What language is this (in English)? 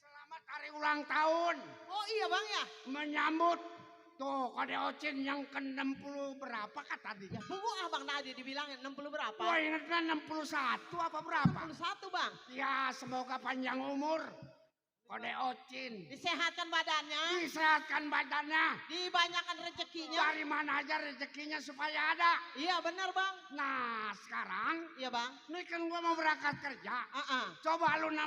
Betawi